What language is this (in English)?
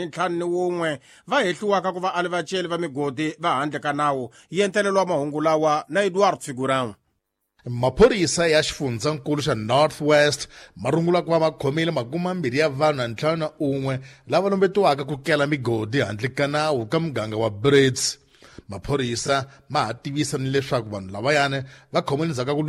Tsonga